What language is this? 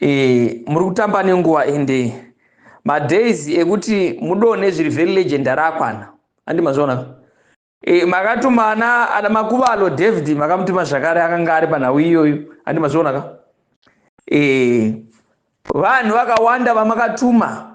Shona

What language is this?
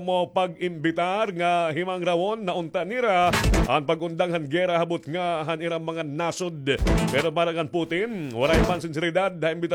Waray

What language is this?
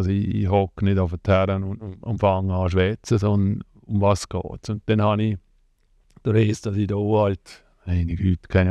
Swiss German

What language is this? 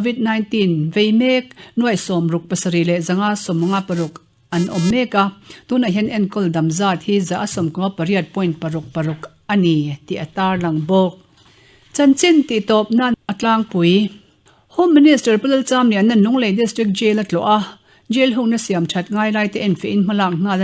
Mizo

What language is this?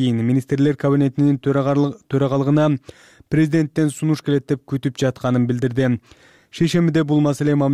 Kyrgyz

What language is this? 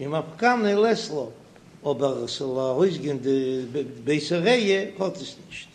Yiddish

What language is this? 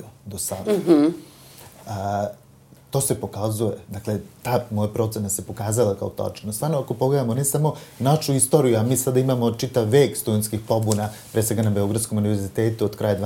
Serbian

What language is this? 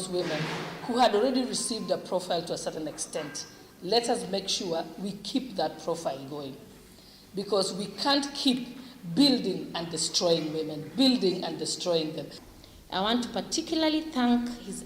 Kamba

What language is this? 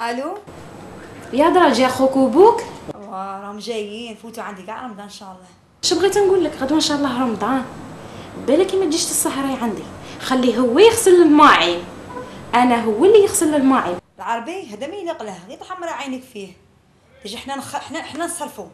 Algerian Arabic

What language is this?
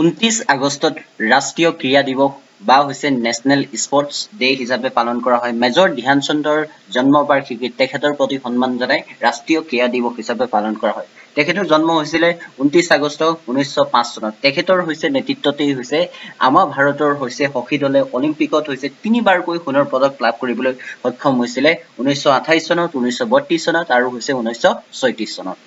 Assamese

